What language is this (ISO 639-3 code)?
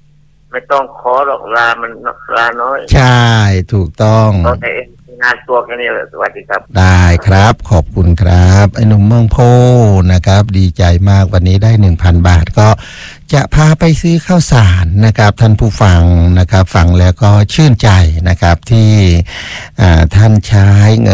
tha